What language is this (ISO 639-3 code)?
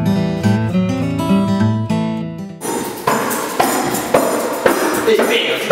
est